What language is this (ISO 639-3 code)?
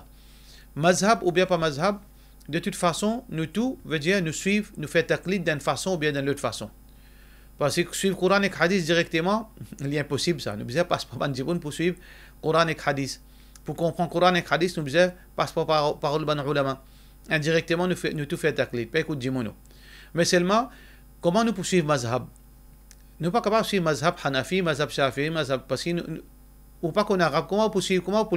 mfe